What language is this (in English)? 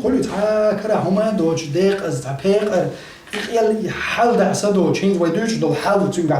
Chechen